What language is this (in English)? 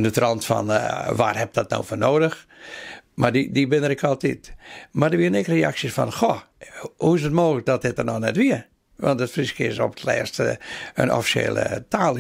Western Frisian